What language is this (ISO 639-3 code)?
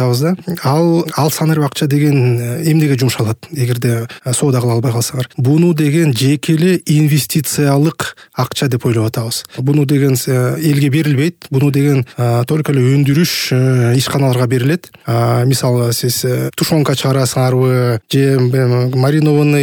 kir